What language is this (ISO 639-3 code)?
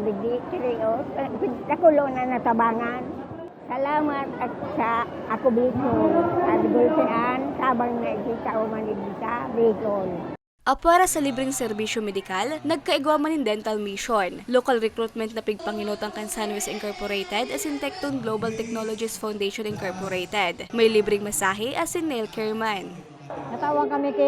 bik